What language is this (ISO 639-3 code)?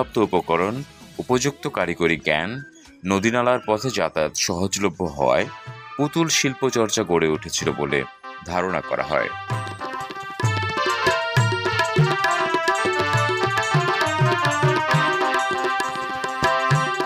ben